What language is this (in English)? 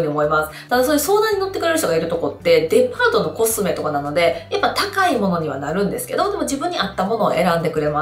Japanese